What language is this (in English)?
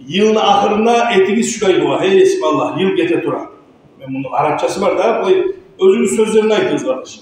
Kumyk